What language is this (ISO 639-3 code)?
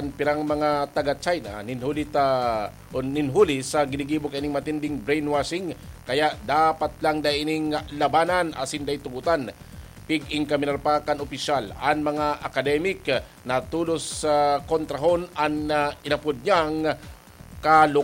bik